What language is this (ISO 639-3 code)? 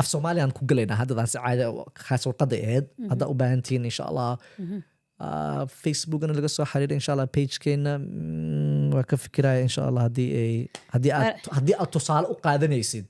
som